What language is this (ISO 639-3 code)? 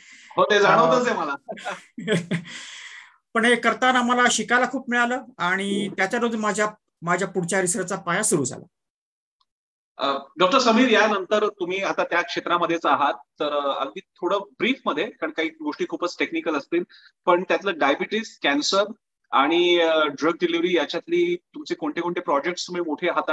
mar